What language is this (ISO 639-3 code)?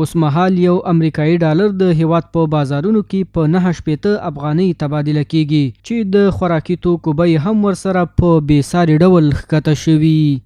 pus